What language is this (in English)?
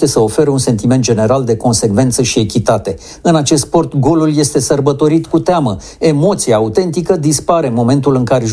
Romanian